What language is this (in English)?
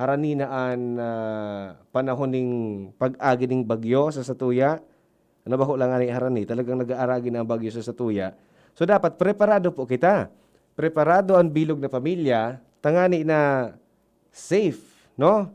Bikol